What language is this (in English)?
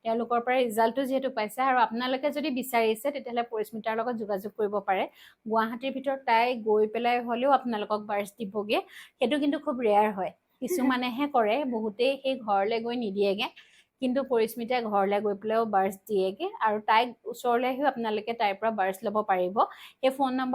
Assamese